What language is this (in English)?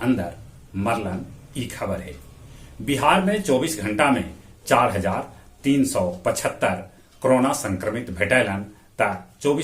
Magahi